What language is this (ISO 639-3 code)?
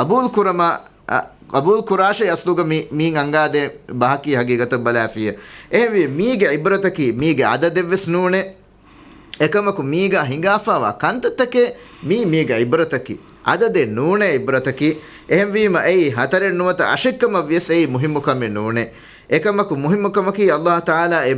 div